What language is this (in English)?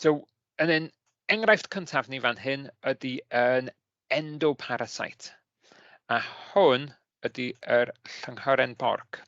Welsh